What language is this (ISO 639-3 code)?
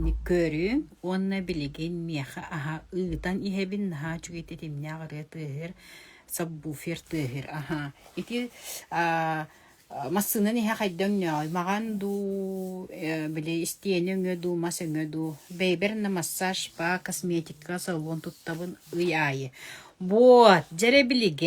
sah